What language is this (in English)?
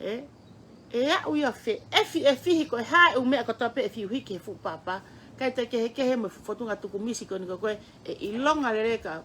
Tongan